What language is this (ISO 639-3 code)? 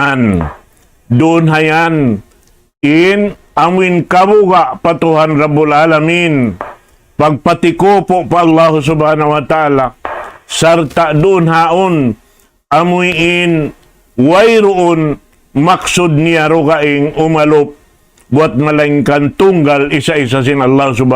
tsg